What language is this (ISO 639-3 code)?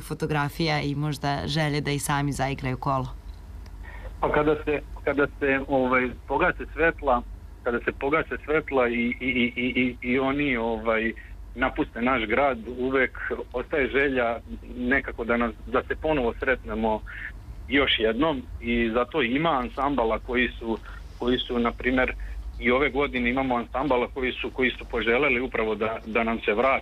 srp